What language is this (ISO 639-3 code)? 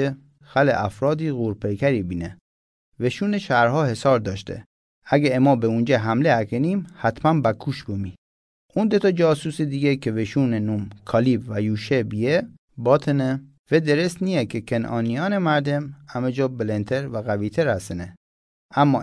mzn